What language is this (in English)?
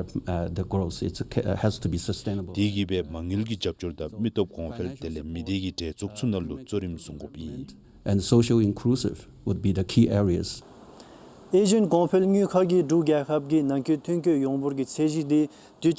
Dzongkha